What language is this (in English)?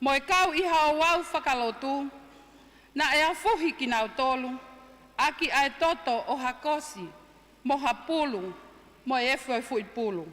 Tongan